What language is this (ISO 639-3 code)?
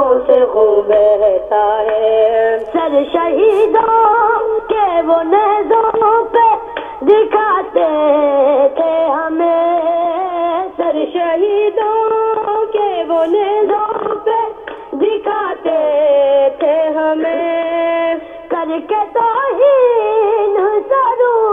urd